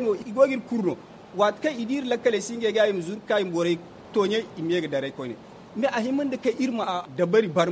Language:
Zarma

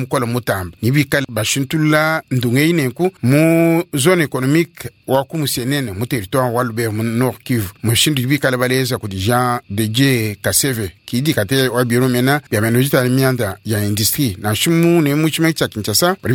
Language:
Luba-Lulua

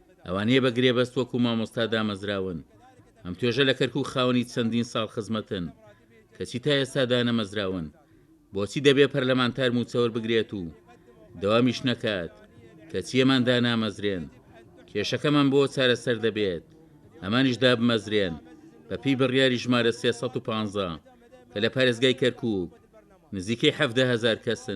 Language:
Central Kurdish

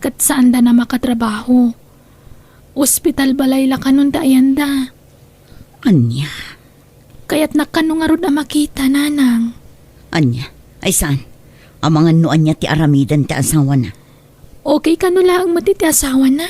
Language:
Iloko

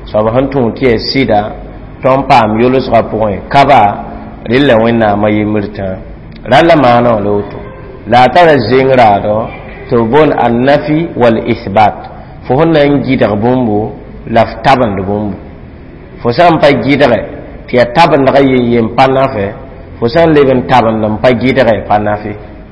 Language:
Mossi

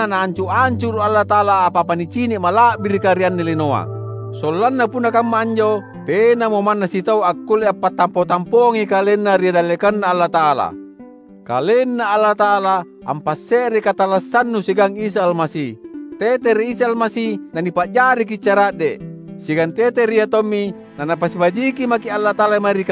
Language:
Makasar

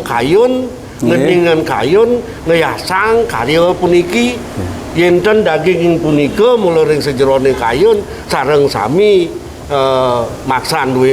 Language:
Balinese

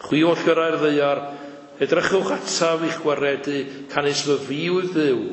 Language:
Welsh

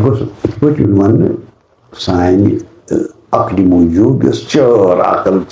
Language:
Kashmiri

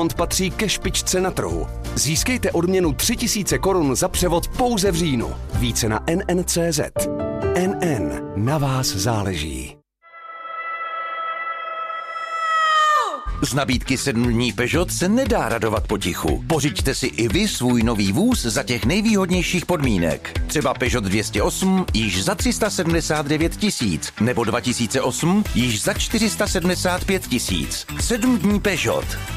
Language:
Czech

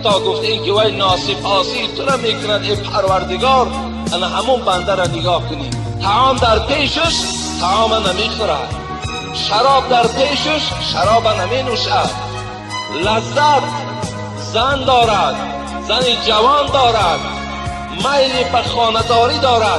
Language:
Tajik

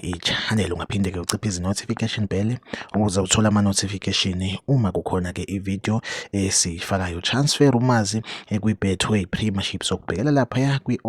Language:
Zulu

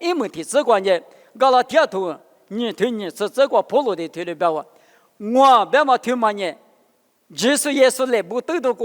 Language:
Lisu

